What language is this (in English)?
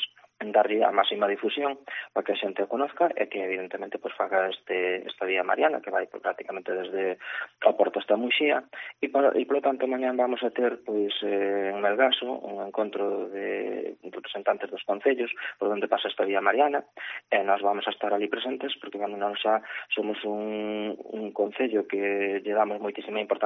Galician